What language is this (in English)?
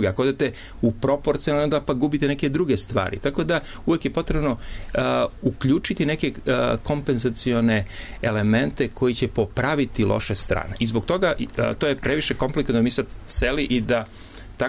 Serbian